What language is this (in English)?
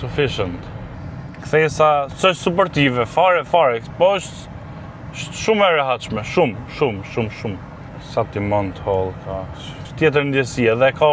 Albanian